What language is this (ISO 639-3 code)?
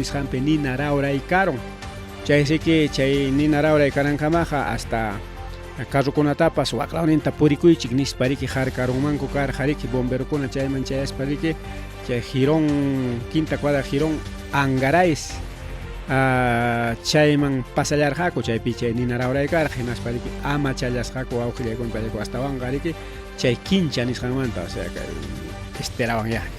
quy